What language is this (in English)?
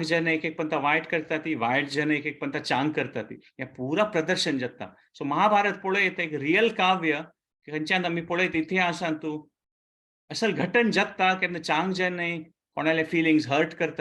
Konkani